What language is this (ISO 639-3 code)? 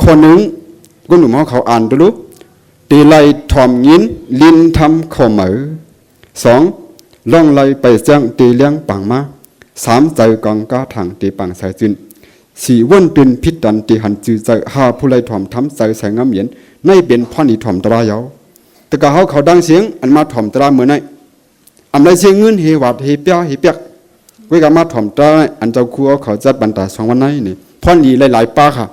shn